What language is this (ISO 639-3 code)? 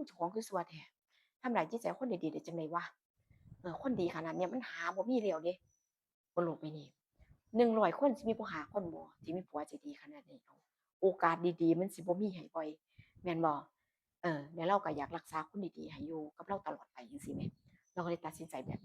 tts